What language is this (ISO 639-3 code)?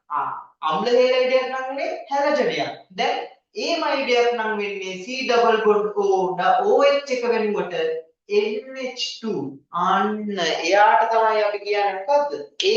sin